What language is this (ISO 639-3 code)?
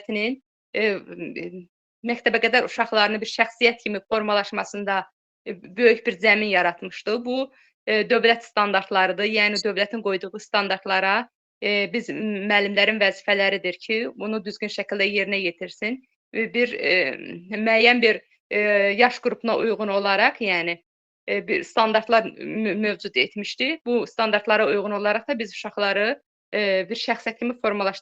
aze